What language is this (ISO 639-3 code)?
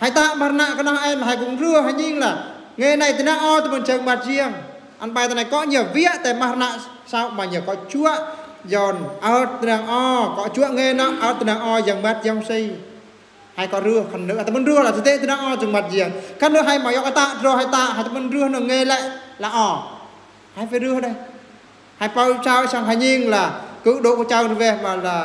bru